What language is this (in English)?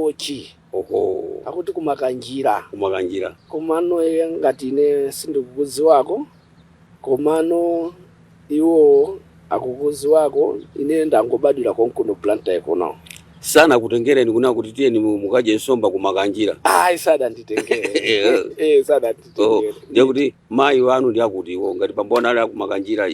Nyanja